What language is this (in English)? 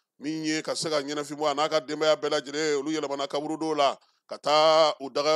Bambara